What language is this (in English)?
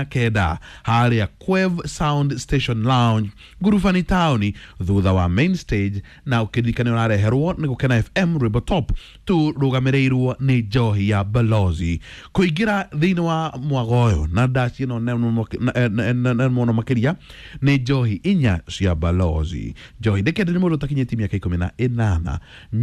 Kikuyu